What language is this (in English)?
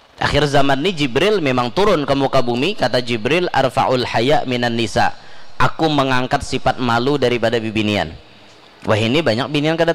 Banjar